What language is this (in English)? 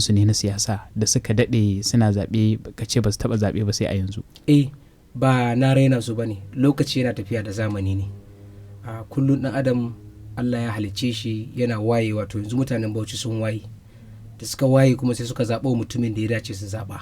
Hausa